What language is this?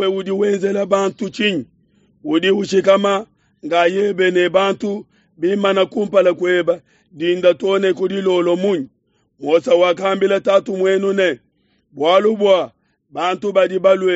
Luba-Lulua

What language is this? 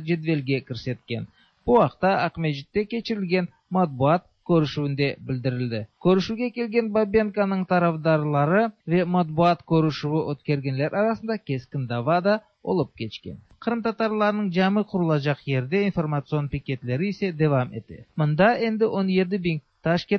Tatar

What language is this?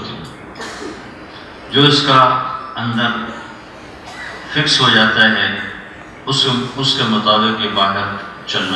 Urdu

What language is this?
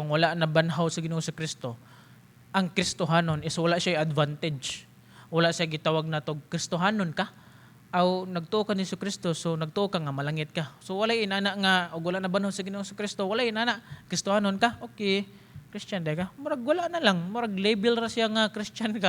Cebuano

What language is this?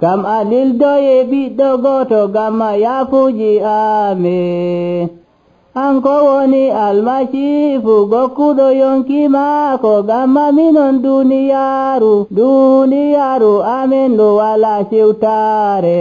Nigerian Fulfulde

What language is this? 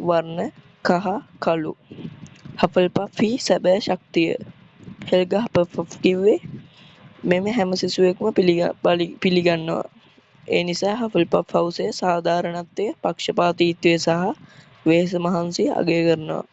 Sinhala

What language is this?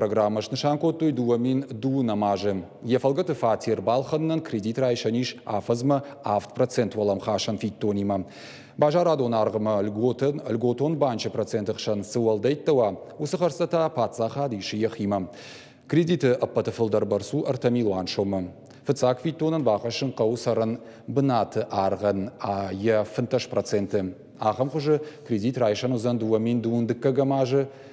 Ossetic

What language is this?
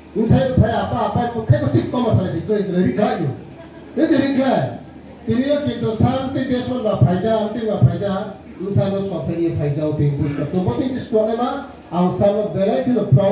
Riang (India)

